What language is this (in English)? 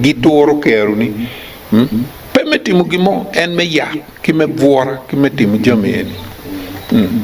Acoli